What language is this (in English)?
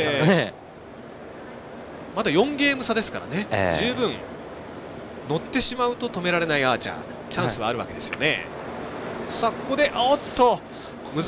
Japanese